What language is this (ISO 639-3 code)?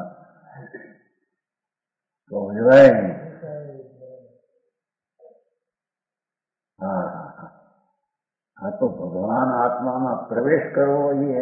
guj